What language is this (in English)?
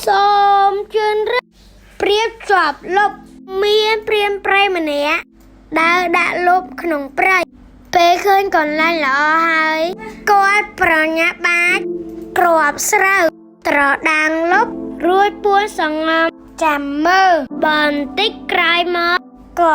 Khmer